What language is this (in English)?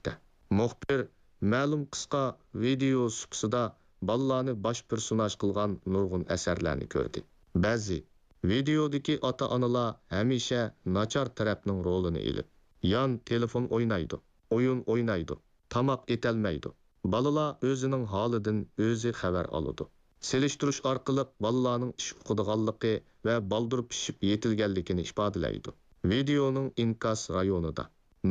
Uyghur